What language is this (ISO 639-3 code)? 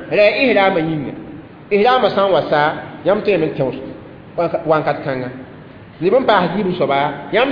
mos